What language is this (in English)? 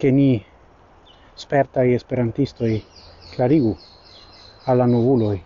Esperanto